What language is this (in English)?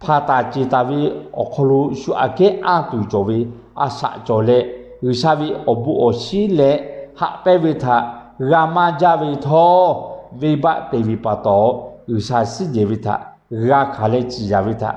Lahu